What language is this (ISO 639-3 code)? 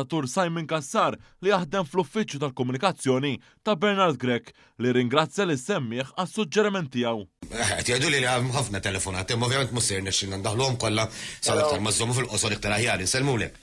mlt